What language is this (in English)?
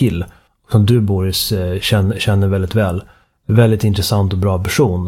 Swedish